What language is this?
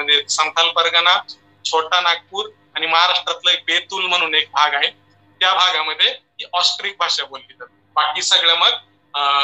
Marathi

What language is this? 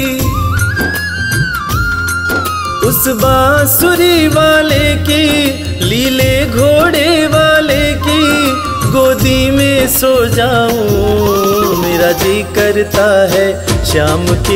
Hindi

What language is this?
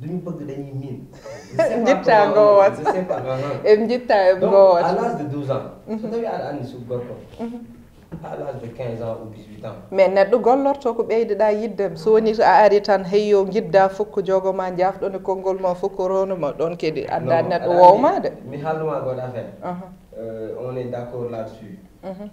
Fula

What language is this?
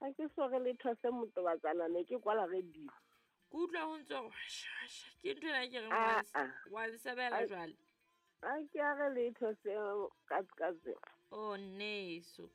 Southern Sotho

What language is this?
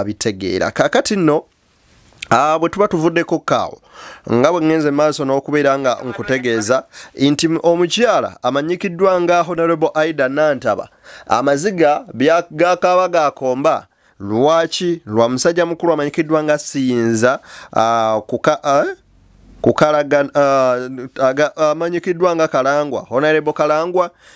Ganda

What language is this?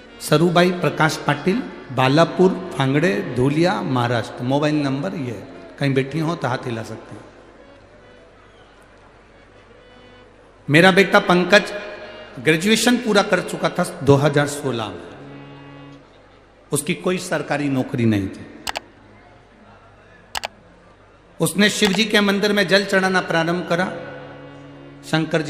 Hindi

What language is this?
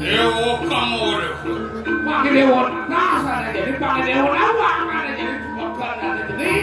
Balinese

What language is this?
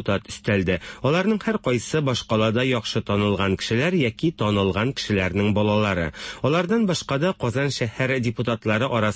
Tatar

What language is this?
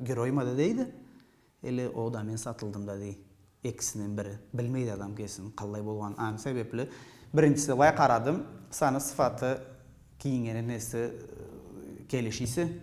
Karachay-Balkar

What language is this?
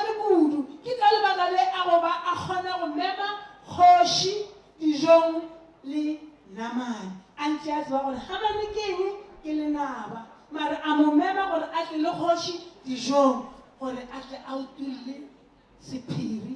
Northern Sotho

